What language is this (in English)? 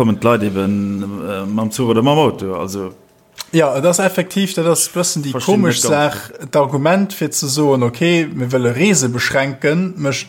Luxembourgish